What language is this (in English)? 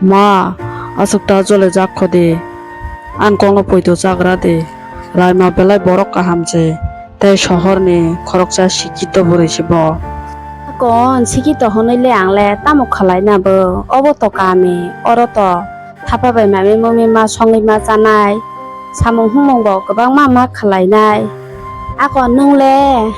Kok Borok